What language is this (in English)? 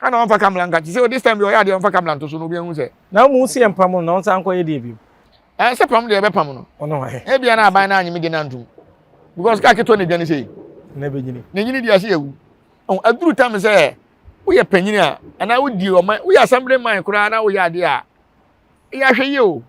Akan